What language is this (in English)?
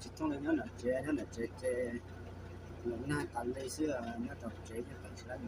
Hmong